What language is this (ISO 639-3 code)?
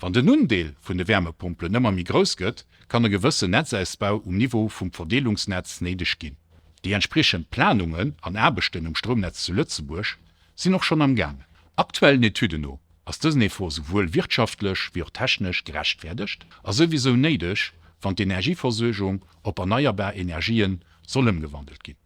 ltz